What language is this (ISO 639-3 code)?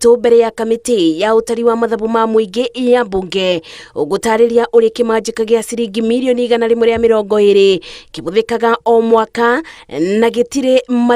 kik